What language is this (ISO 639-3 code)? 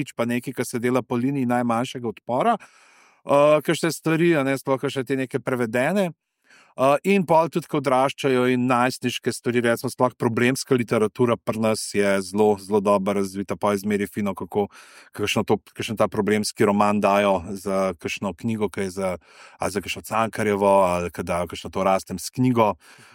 slv